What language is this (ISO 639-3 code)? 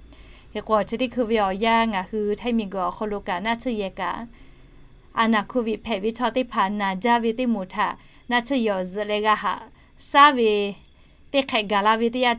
lhu